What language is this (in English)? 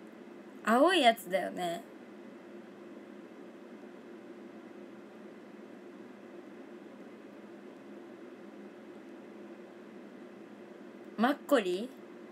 Japanese